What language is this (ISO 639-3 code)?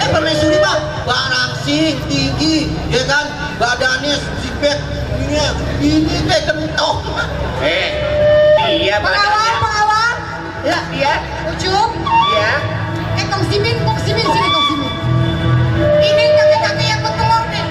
bew